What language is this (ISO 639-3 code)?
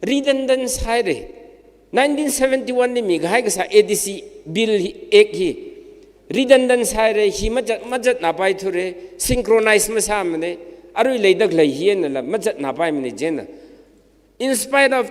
nmf